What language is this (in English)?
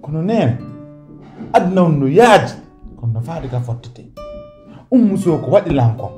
Pular